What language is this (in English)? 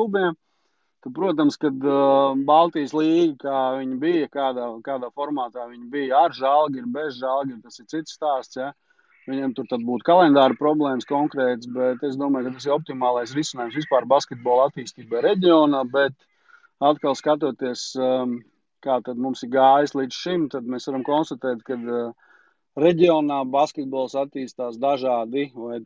Latvian